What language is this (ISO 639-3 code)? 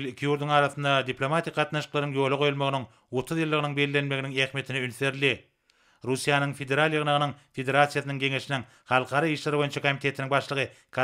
tuk